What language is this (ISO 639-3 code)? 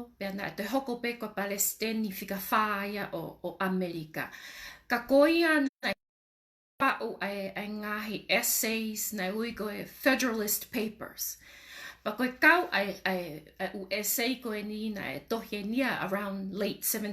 ton